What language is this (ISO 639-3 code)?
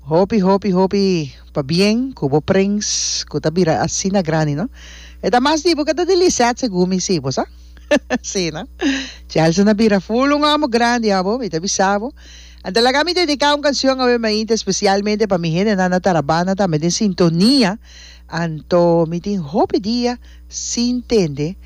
pap